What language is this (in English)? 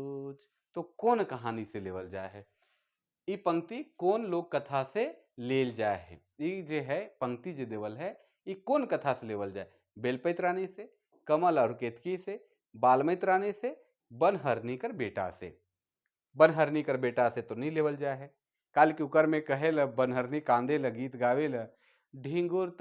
Sadri